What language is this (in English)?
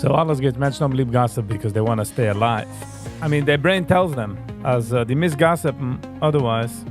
Yiddish